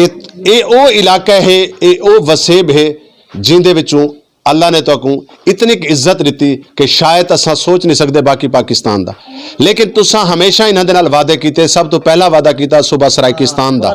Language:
Saraiki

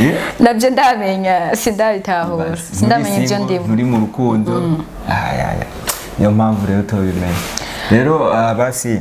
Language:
Rundi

